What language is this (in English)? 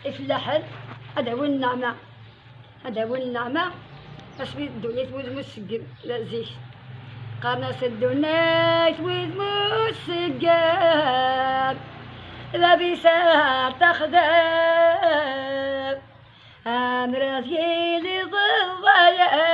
Kabyle